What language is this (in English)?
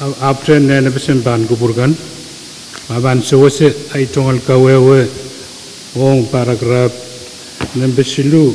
Pohnpeian